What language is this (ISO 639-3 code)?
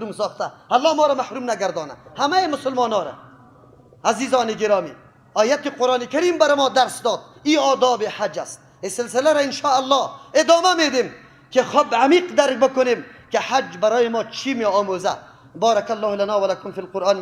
fas